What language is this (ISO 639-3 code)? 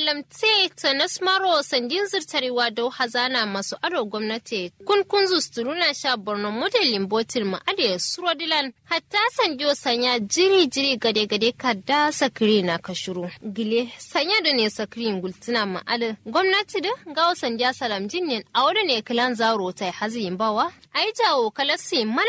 kau